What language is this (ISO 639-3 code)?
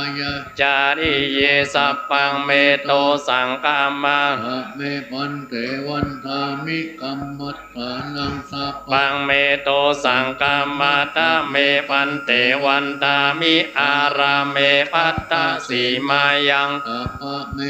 pli